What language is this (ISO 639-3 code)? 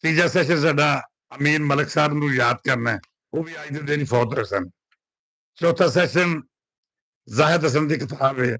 lah